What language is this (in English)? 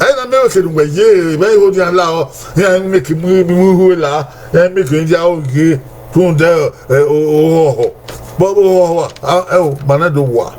Bini